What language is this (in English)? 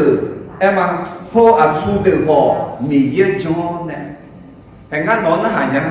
Akha